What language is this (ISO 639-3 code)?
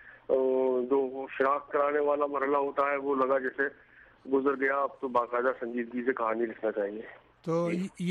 urd